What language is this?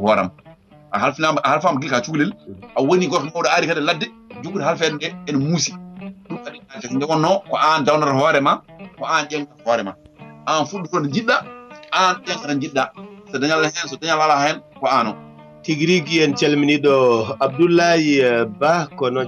Fula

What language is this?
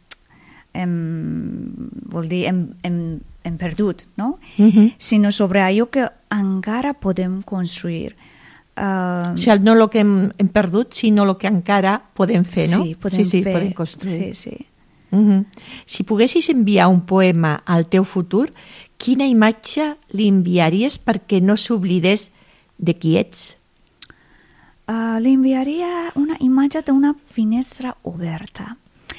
Catalan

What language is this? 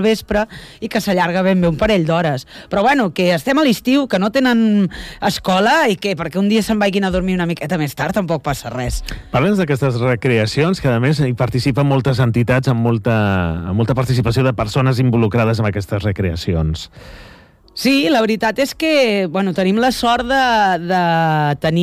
Catalan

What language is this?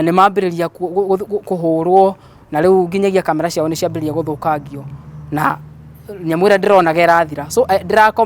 Kikuyu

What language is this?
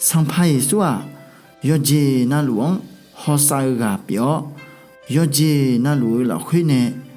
Akha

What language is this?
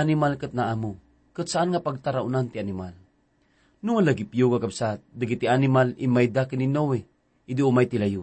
Iloko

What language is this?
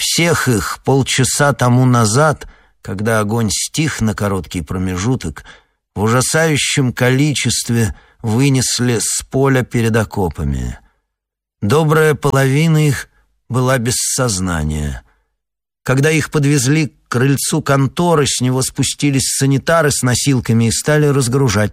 Russian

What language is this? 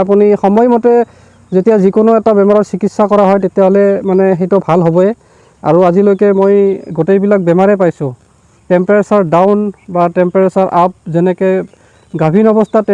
Assamese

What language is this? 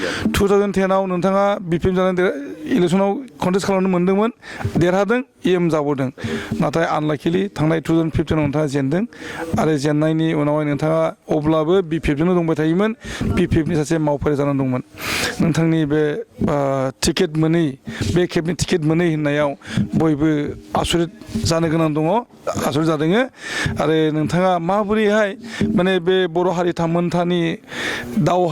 Bodo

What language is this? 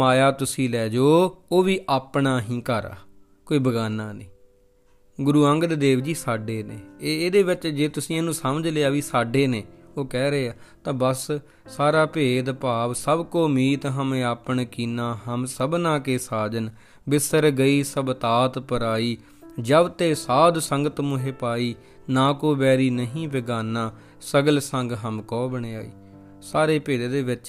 Punjabi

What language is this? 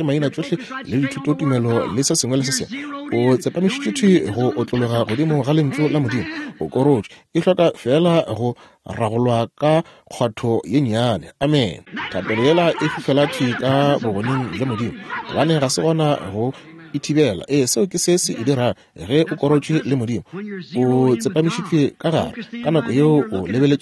Northern Sotho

